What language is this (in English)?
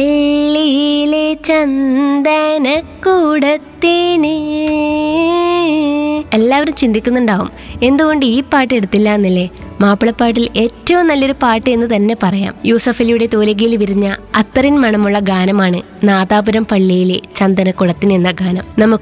Malayalam